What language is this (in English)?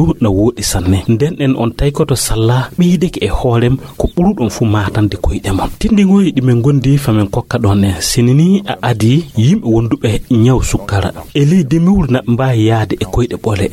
Fula